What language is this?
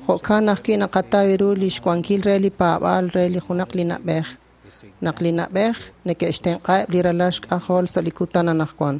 Kekchí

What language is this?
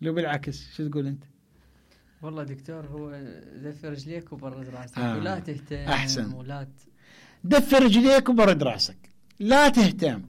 Mesopotamian Arabic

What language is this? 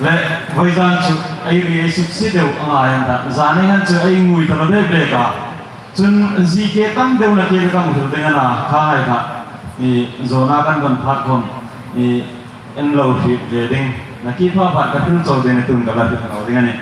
Hmar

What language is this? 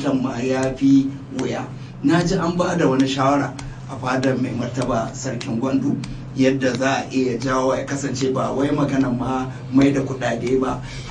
Hausa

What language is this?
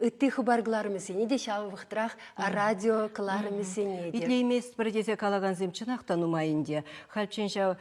Chuvash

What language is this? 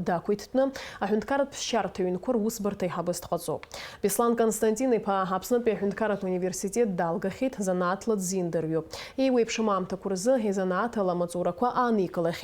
Abkhazian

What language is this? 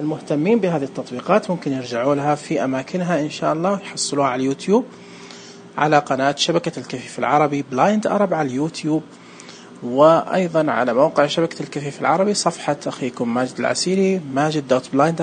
Najdi Arabic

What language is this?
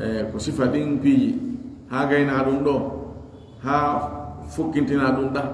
Pular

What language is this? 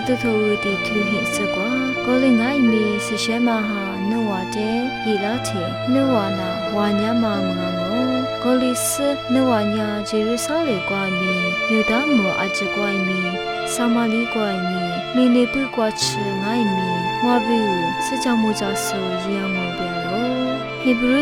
Lisu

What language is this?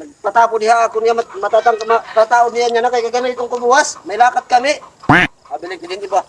Waray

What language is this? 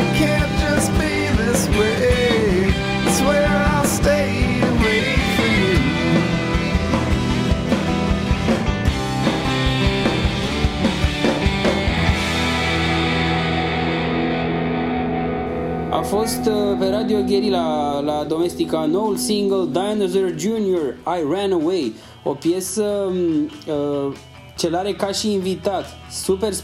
Romanian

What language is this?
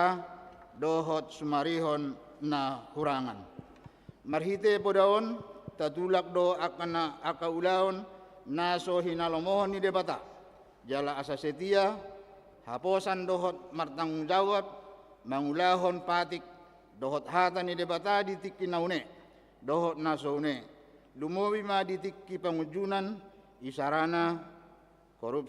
Batak Toba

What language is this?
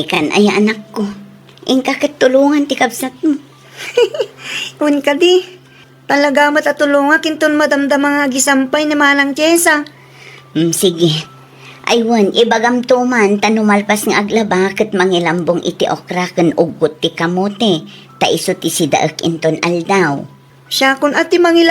Iloko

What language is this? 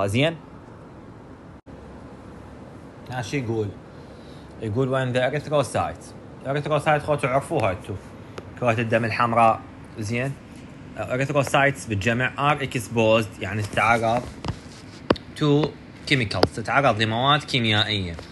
Mesopotamian Arabic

